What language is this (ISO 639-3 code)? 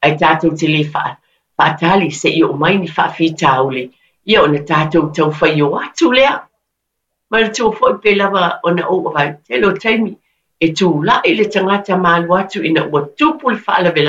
smo